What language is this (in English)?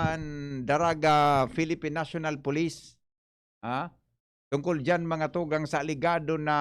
Bikol